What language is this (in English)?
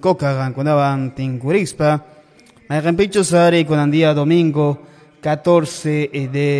Quechua